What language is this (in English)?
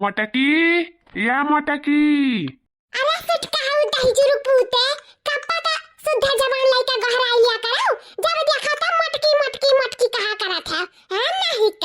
Awadhi